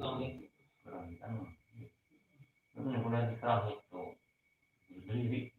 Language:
Banjar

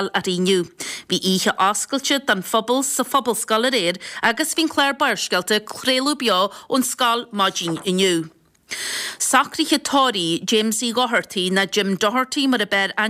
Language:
Irish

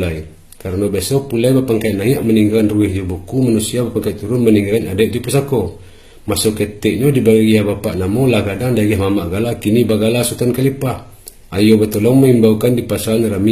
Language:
Minangkabau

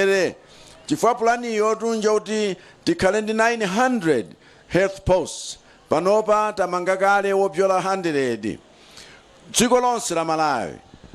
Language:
Nyanja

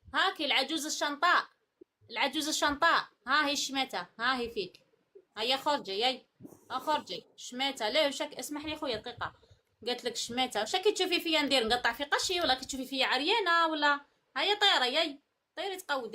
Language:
Algerian Arabic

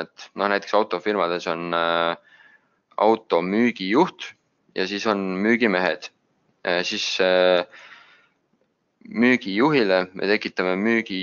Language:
Estonian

